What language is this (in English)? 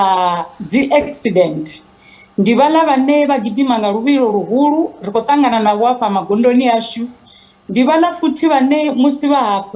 Venda